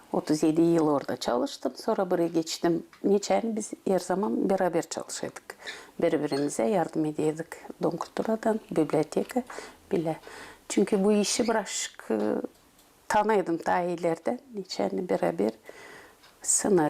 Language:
Gagauz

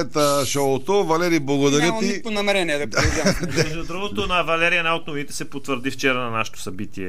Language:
Bulgarian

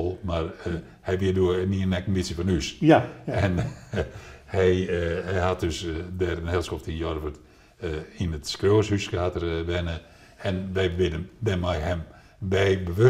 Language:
Western Frisian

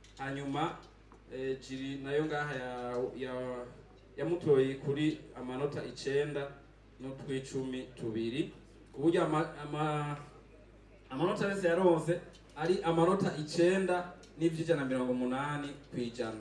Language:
Rundi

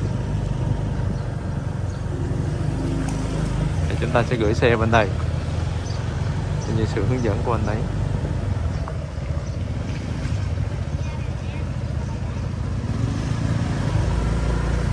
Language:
Vietnamese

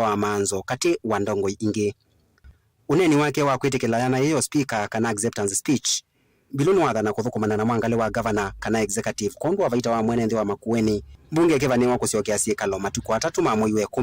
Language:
Kamba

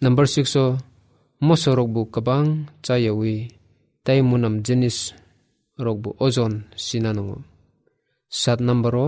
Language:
Kok Borok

